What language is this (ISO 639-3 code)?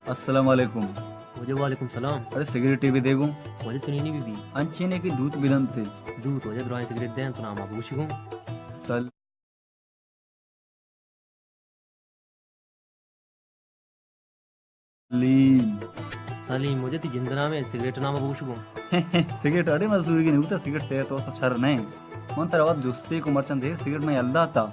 bal